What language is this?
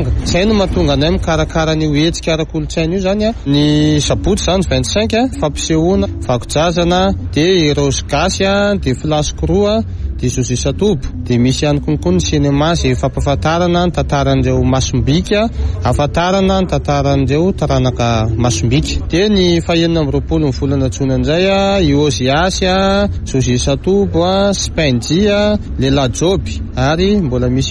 Malagasy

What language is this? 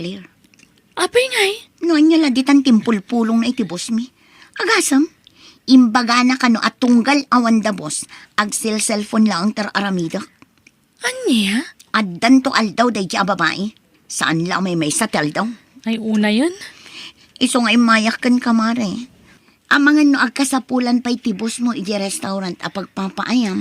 Iloko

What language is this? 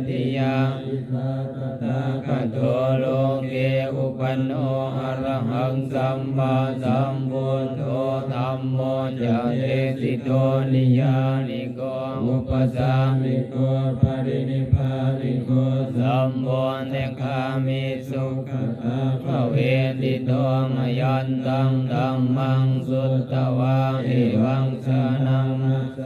Pali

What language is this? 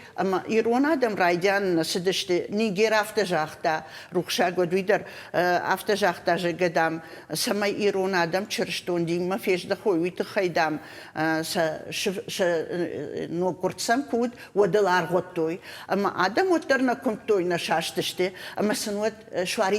Ossetic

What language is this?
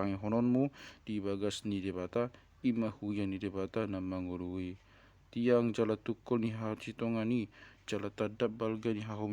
Batak Toba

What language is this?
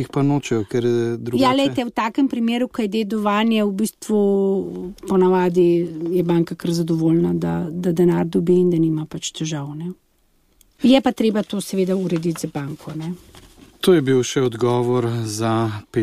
Slovenian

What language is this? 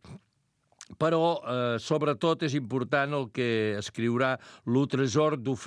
Catalan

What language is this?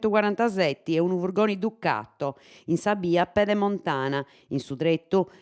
Sardinian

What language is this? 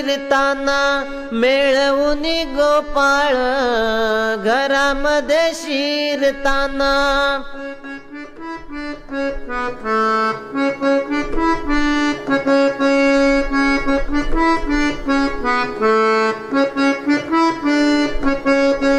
Marathi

